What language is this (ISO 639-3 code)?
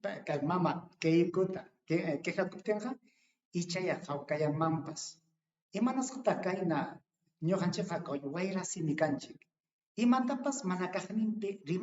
quy